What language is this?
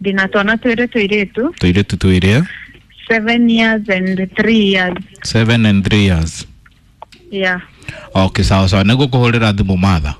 Kikuyu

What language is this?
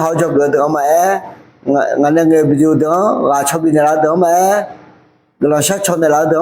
Akha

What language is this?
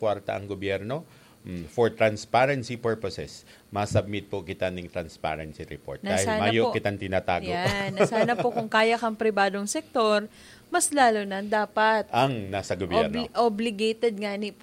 Bikol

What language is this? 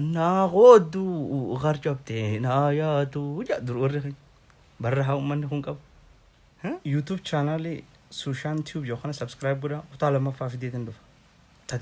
Oromo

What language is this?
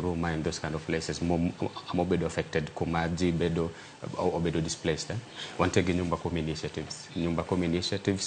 Luo (Kenya and Tanzania)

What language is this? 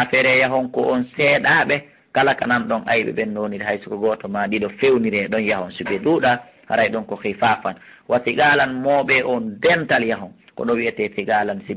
Fula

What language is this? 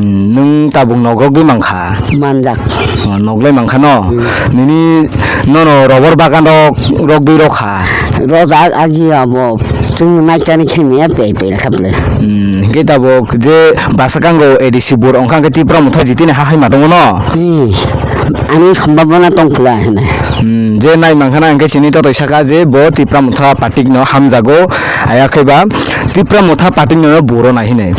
Kok Borok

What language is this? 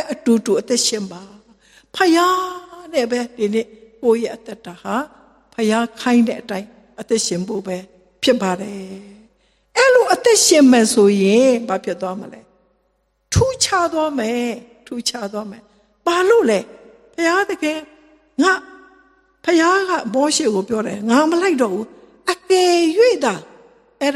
Burmese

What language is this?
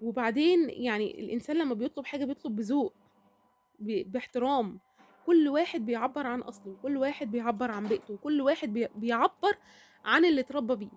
Egyptian Arabic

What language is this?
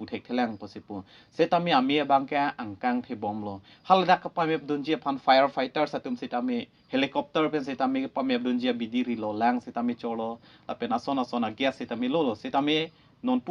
Karbi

